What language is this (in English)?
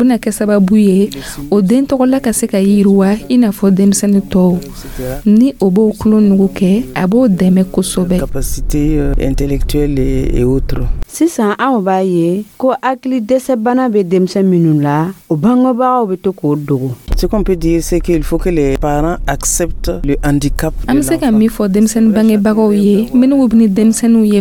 Dyula